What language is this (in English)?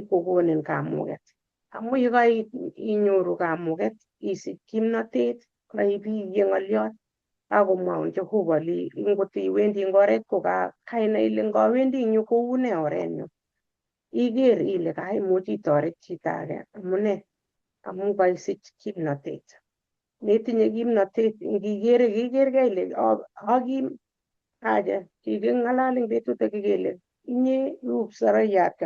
Kalenjin